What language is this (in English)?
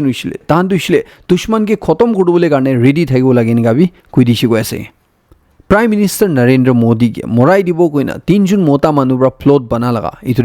Naga Pidgin